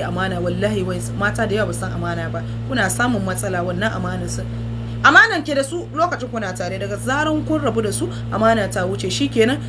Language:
Hausa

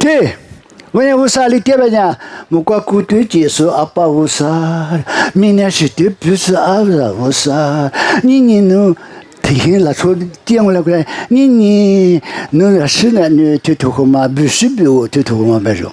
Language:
Lisu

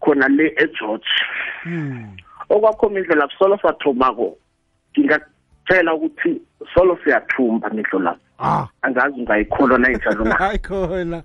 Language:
South Ndebele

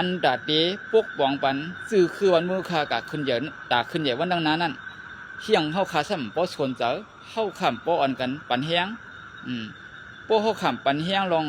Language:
Shan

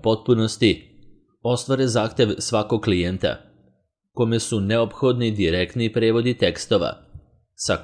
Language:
Serbian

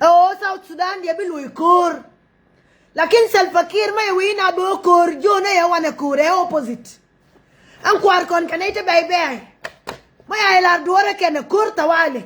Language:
Nuer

